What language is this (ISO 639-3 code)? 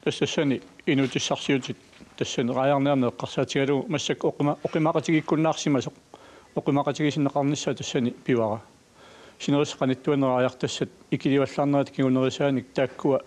kal